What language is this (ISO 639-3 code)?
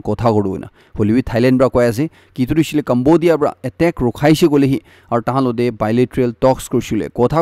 nag